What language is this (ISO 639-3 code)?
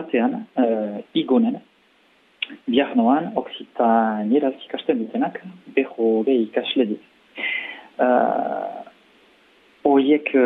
eus